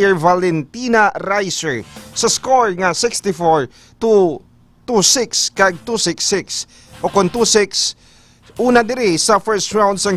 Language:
Hiligaynon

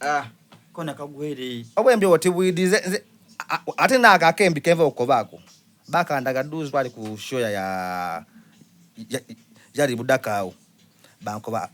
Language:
Soga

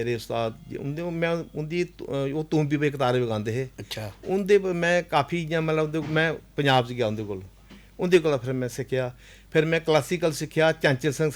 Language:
Dogri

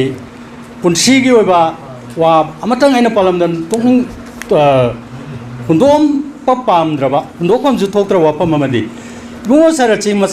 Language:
Manipuri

